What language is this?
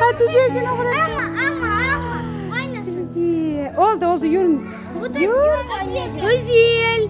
Crimean Tatar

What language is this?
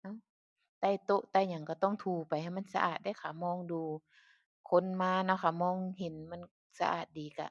Northeastern Thai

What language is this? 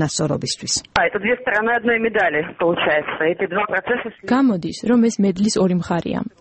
Georgian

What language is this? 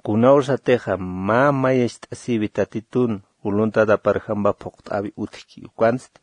Aymara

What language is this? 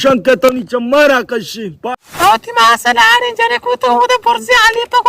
Baluchi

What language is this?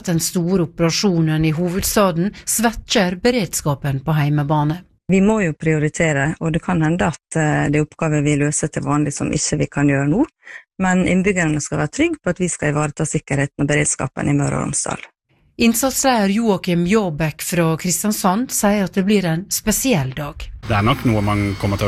Norwegian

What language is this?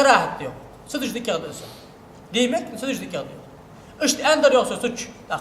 Ingush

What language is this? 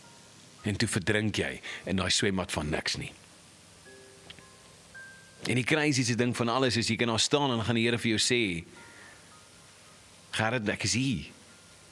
Afrikaans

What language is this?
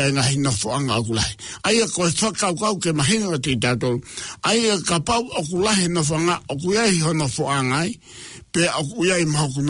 Tongan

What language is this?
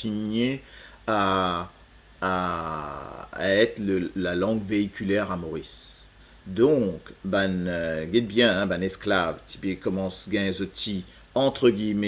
Morisyen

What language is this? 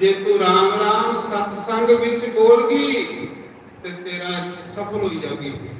Dogri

